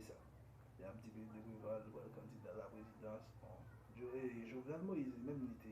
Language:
Haitian Creole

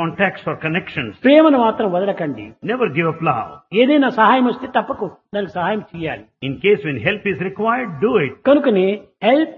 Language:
Telugu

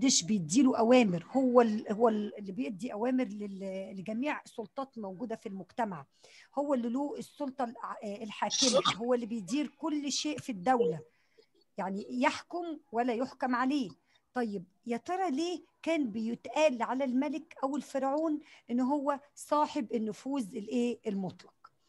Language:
Egyptian Arabic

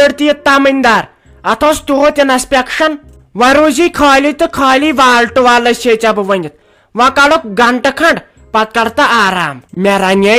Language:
Kashmiri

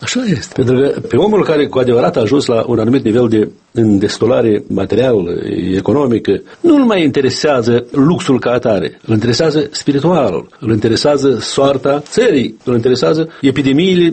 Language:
Romanian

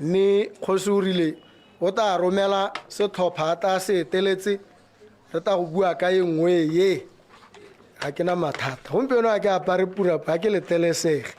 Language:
Tswana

